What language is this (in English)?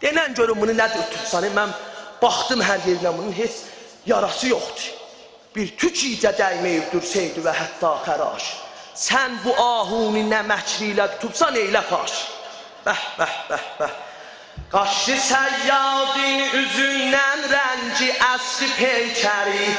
South Azerbaijani